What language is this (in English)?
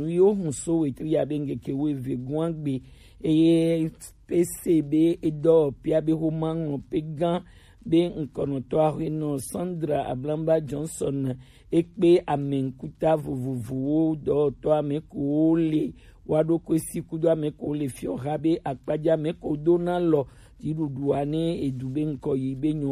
Gen